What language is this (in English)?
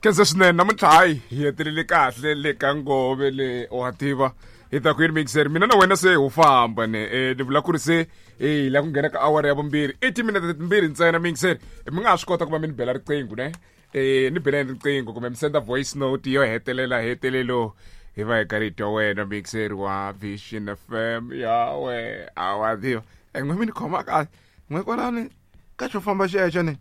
Tsonga